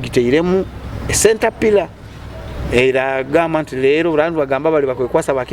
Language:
Nyoro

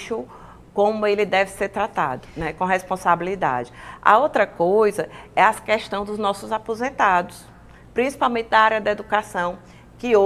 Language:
Portuguese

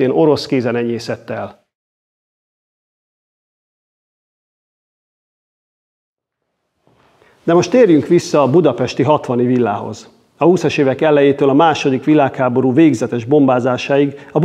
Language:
Hungarian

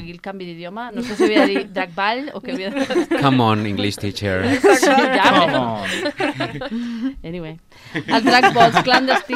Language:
Catalan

